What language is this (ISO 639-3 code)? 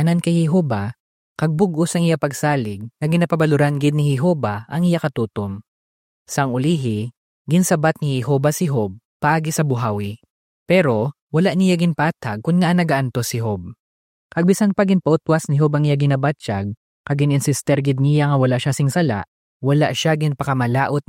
hil